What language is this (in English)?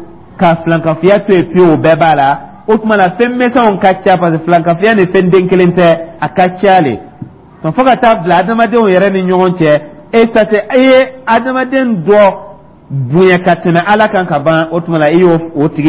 Dyula